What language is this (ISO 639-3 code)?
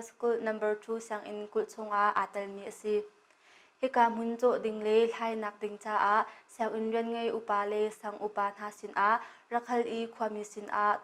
cnh